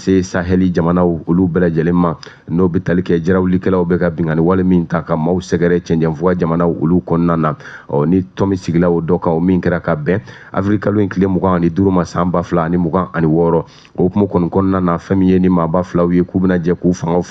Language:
Bambara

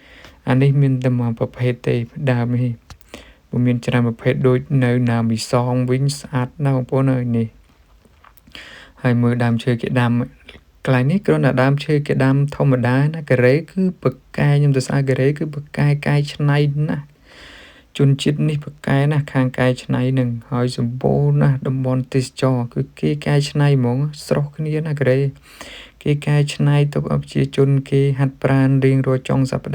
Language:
Khmer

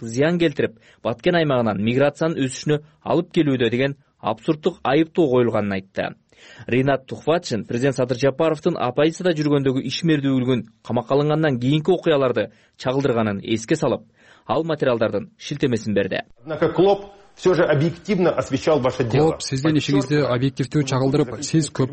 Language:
Kyrgyz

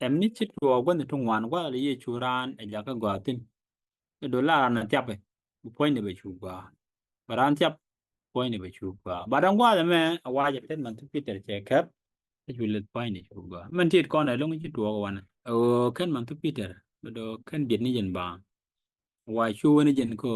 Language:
Nuer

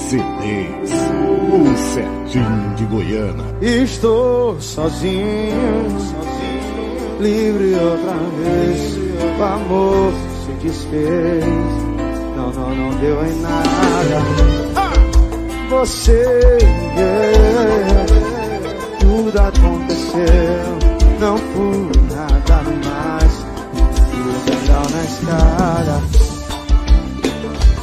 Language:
Portuguese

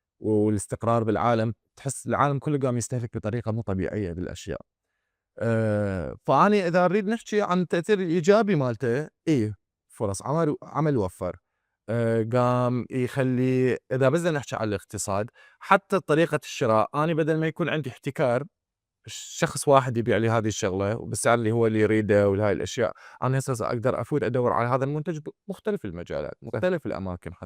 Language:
Mesopotamian Arabic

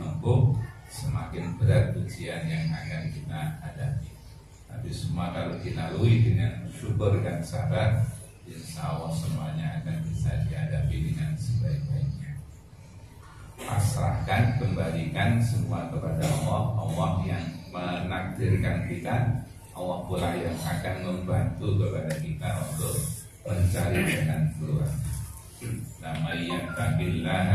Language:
Indonesian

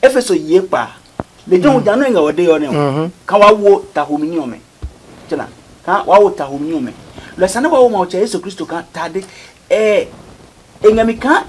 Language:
Adangme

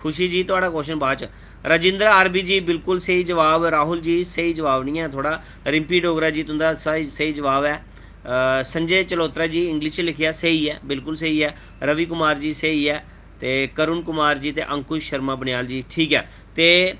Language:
Dogri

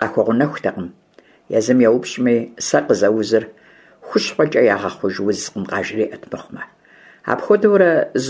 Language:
Kabardian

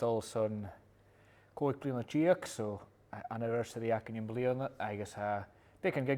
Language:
Scottish Gaelic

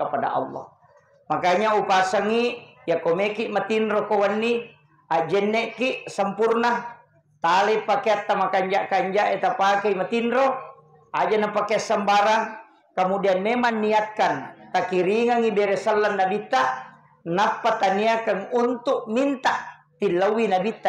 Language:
Buginese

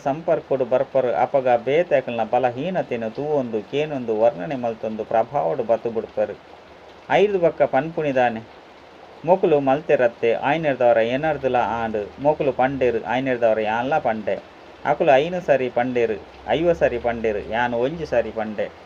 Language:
Tulu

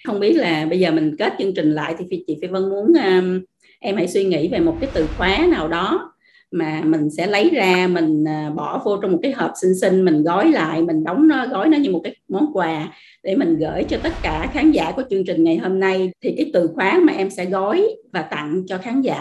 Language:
Vietnamese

